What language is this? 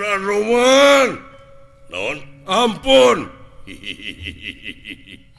Sundanese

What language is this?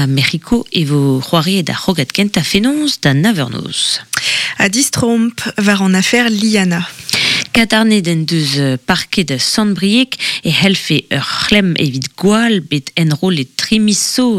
Breton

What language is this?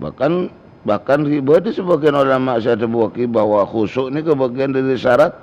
Madurese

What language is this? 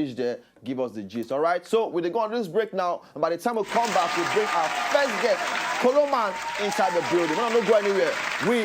Nigerian Pidgin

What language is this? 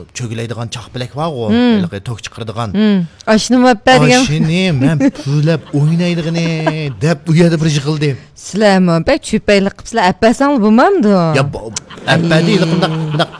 Uyghur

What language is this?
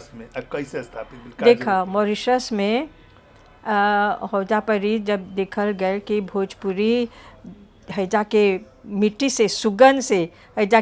Bhojpuri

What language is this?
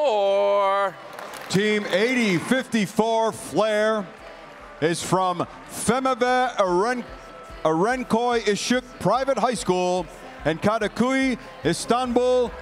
English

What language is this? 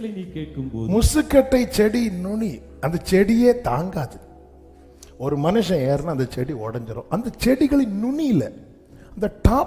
Tamil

